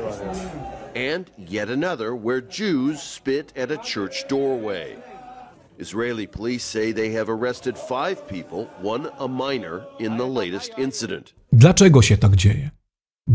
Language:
Polish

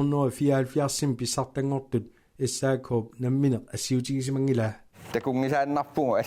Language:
Kalaallisut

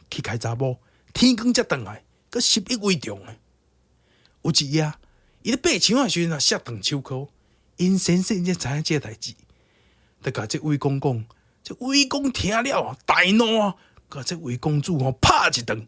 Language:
Min Nan Chinese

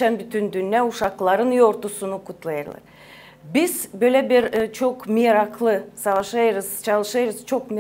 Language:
Gagauz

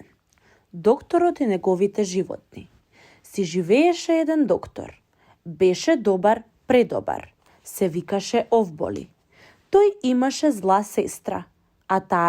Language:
Macedonian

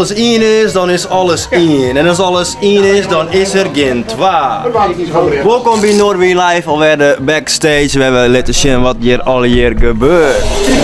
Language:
Western Frisian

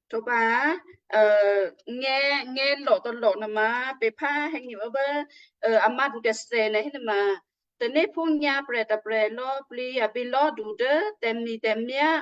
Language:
Western Kayah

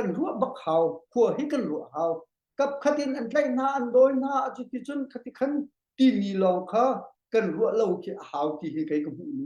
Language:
Hakha Chin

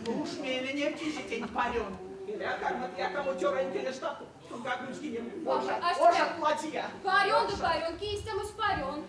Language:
Erzya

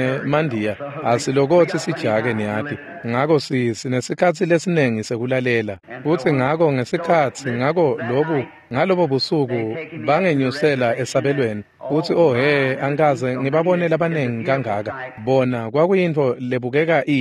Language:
Swati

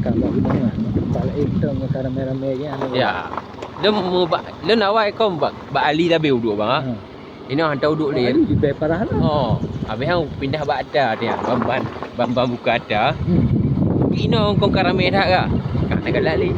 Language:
Achinese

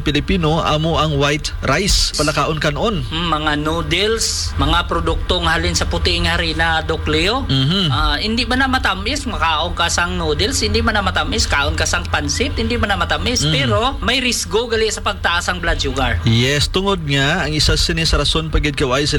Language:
Hiligaynon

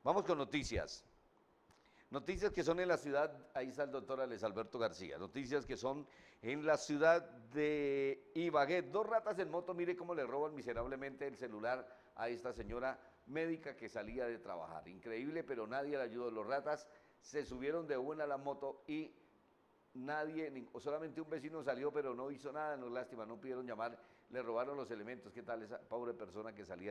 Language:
Spanish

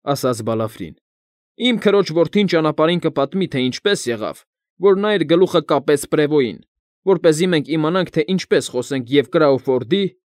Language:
Armenian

